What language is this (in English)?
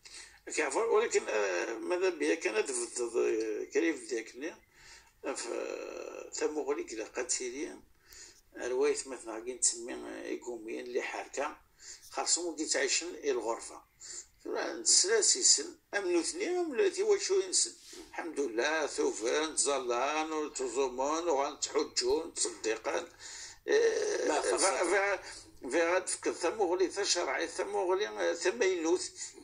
Kabyle